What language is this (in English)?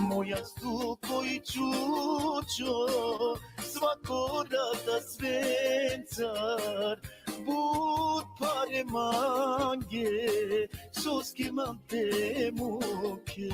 Balkan Romani